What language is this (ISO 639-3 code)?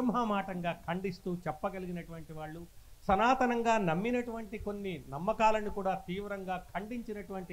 tel